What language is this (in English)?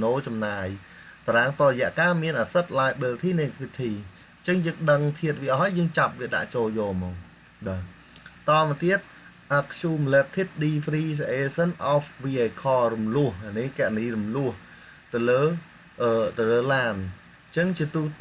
Khmer